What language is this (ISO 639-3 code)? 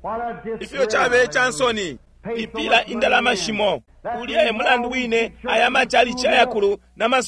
bem